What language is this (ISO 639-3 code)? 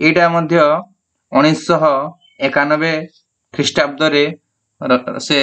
ori